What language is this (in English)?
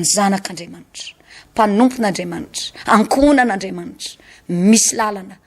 Malagasy